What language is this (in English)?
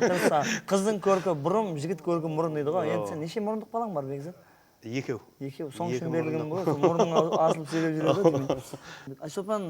Kara-Kalpak